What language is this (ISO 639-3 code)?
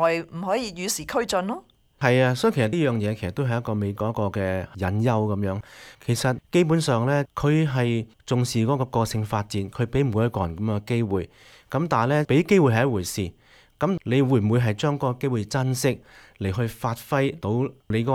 yue